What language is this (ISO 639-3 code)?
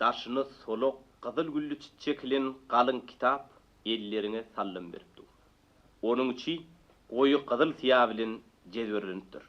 tuk